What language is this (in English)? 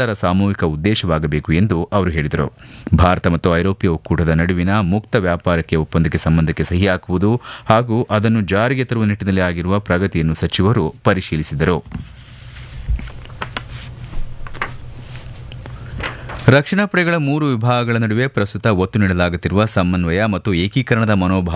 Kannada